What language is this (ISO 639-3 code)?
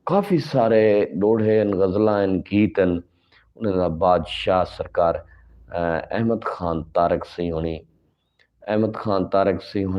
skr